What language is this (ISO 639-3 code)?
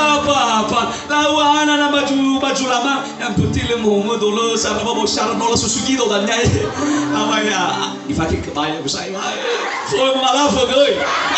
nia